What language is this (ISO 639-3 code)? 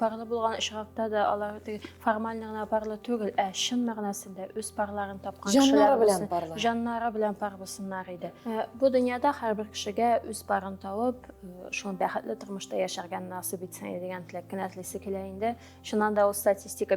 tat